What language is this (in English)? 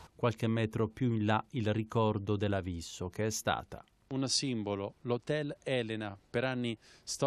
Italian